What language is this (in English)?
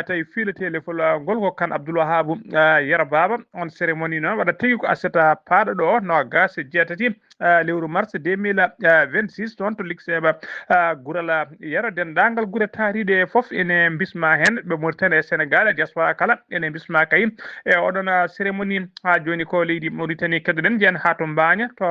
Fula